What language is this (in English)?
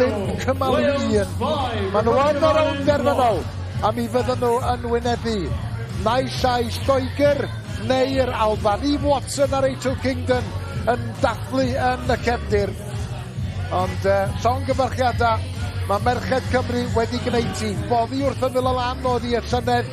Welsh